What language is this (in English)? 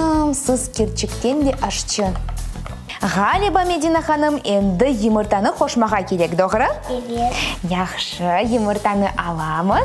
Crimean Tatar